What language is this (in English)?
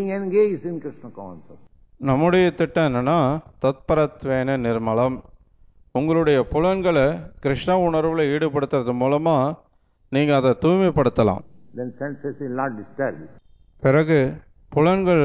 Tamil